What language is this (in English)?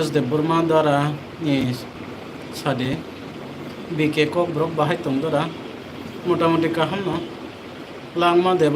Kok Borok